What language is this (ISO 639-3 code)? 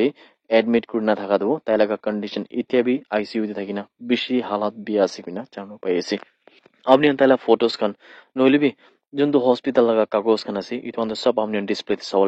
nag